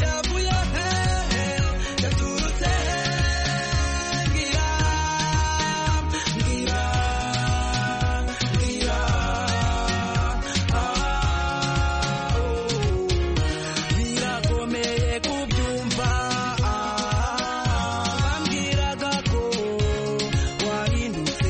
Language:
Kinyarwanda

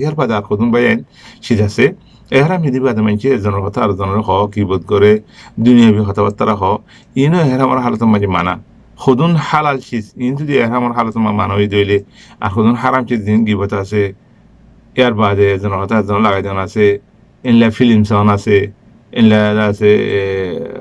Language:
Rohingya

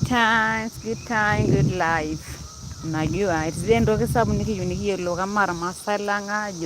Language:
Masai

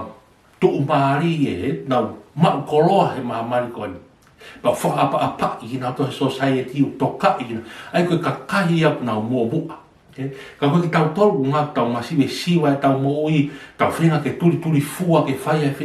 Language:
Tongan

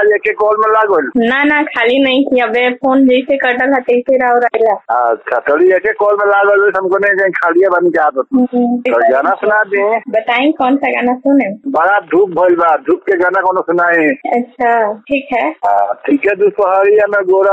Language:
Bhojpuri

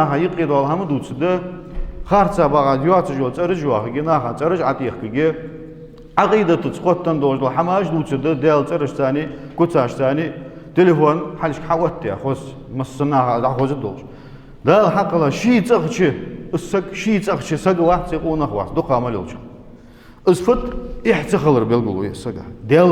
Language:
Ingush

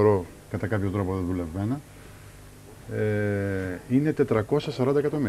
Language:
Greek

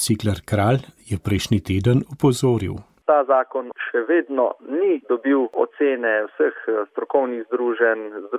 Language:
Slovenian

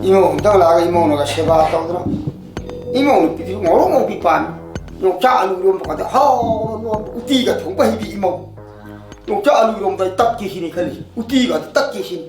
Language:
Manipuri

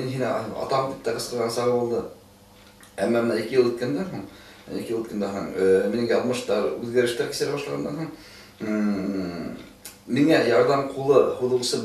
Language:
Bashkir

